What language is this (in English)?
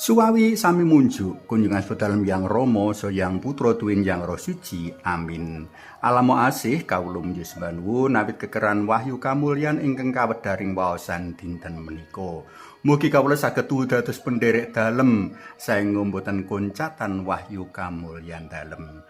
Javanese